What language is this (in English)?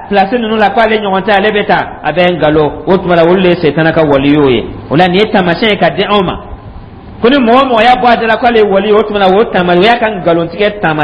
Dyula